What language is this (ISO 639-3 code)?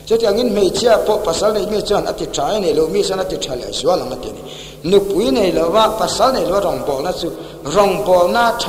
lus